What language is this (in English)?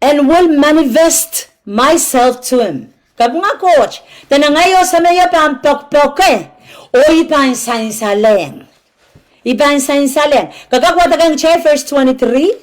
Pohnpeian